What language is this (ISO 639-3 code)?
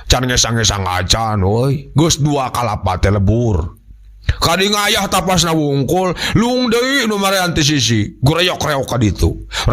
sun